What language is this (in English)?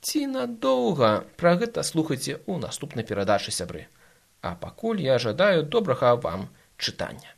Belarusian